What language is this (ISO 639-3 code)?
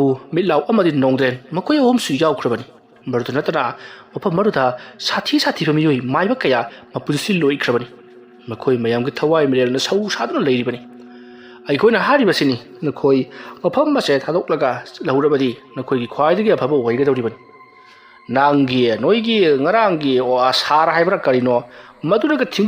mni